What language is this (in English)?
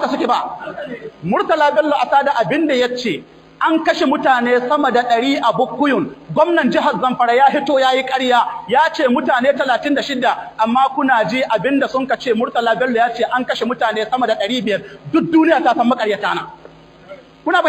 Hausa